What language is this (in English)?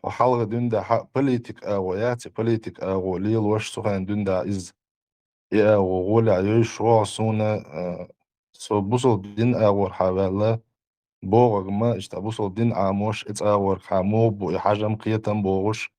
Chechen